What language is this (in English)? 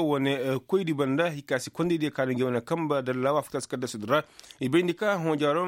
Koyraboro Senni